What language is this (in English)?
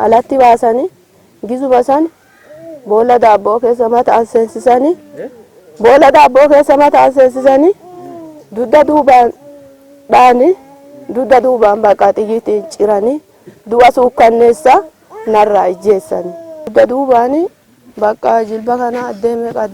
Oromo